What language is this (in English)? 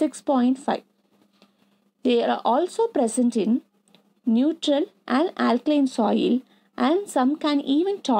English